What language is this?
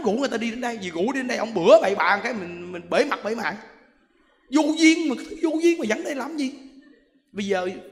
Vietnamese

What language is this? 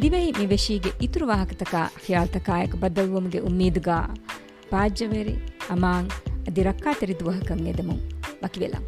Divehi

